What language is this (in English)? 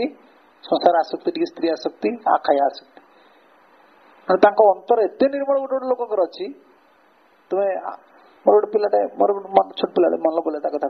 Odia